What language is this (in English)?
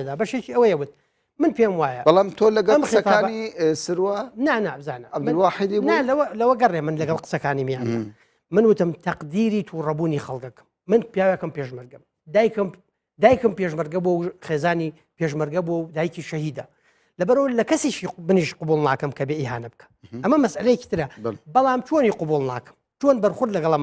Central Kurdish